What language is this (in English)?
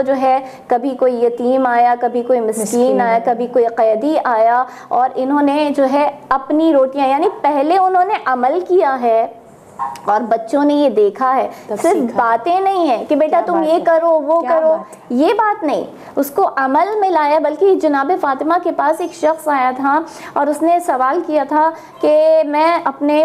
Urdu